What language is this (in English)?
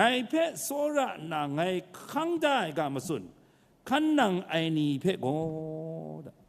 Kachin